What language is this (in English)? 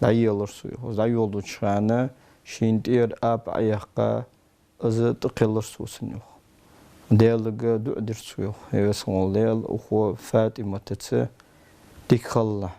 Ingush